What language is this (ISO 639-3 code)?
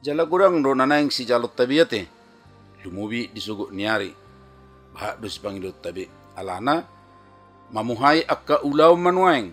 bbc